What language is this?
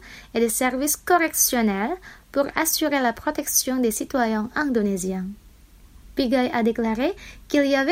French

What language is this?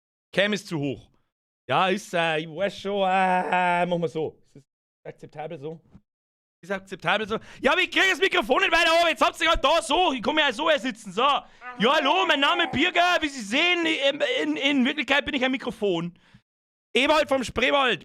Bavarian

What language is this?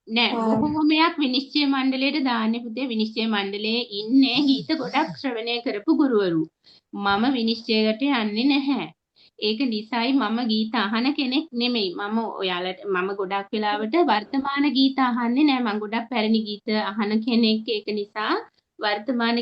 Sinhala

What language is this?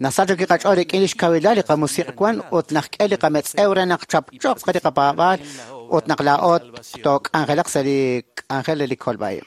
Kekchí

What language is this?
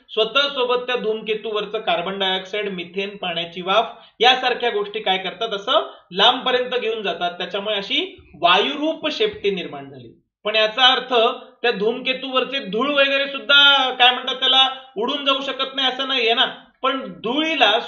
Marathi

